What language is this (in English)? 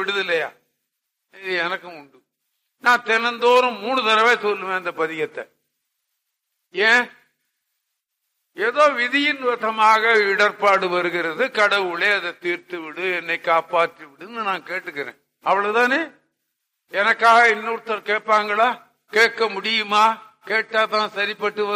Tamil